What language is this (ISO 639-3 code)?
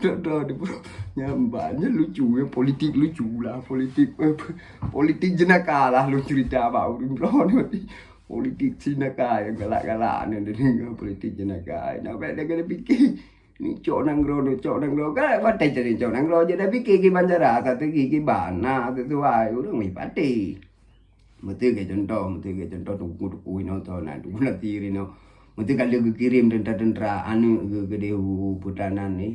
ace